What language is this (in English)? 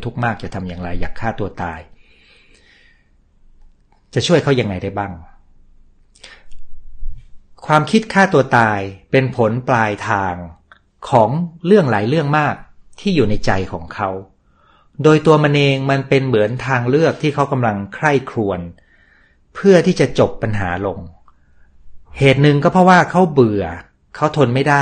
Thai